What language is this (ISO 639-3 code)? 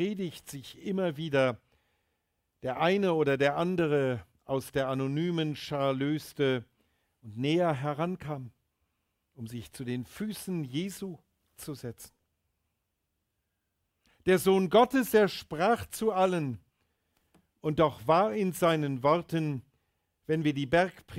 deu